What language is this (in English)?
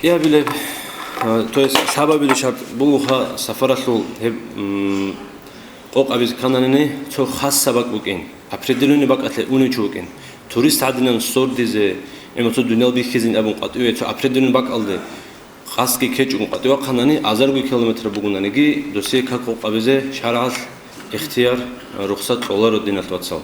Avaric